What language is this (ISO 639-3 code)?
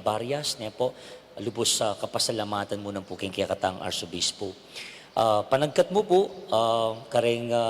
pam